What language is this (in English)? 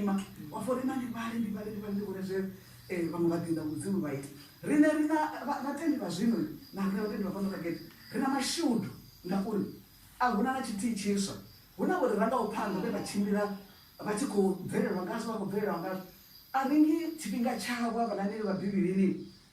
Venda